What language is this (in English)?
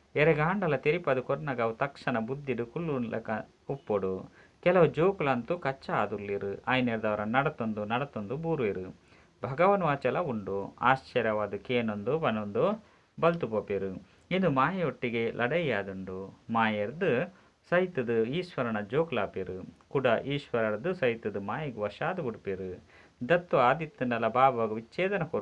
Tulu